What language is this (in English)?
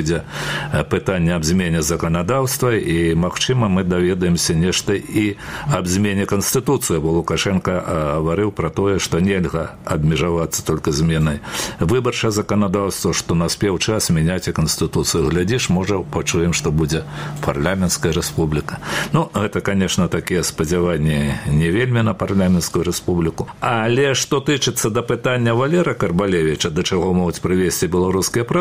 Belarusian